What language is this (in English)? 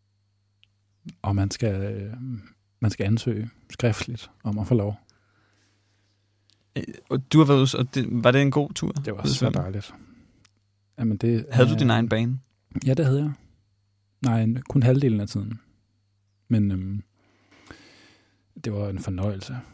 Danish